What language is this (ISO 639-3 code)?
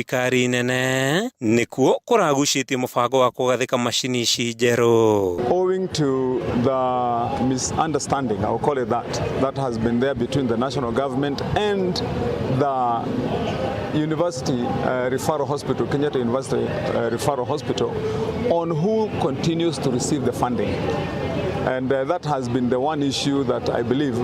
kik